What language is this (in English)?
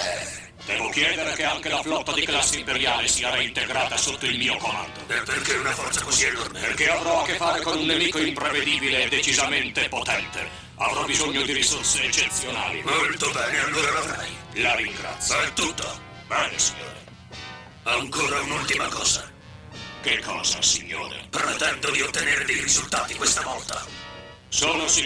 Italian